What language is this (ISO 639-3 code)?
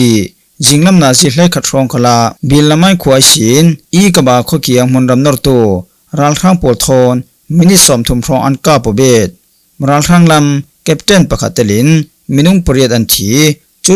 cfm